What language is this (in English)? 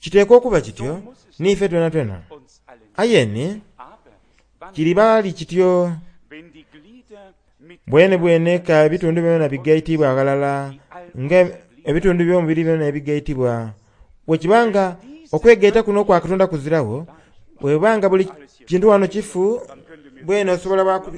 Soga